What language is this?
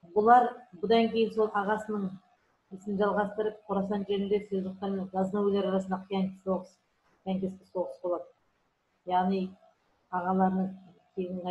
Kazakh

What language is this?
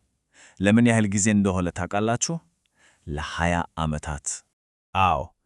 Amharic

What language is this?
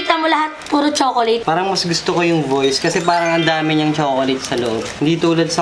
Filipino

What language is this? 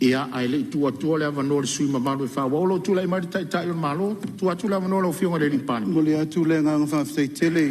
Samoan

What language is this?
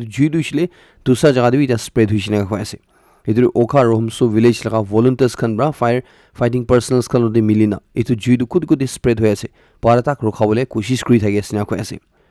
Naga Pidgin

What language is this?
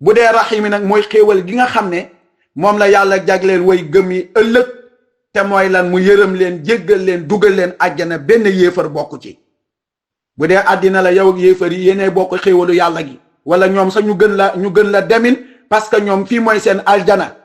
Wolof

